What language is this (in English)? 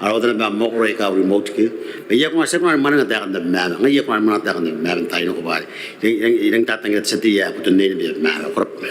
Gilbertese